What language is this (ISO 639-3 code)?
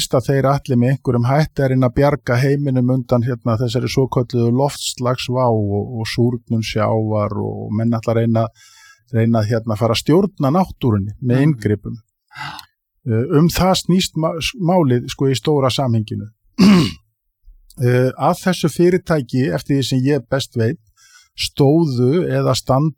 isl